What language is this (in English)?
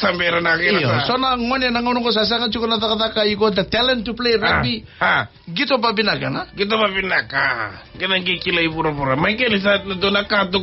Fijian